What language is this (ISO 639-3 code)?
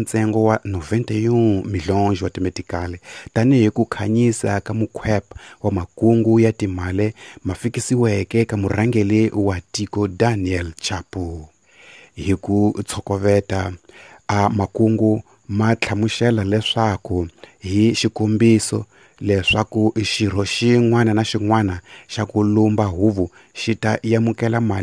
tso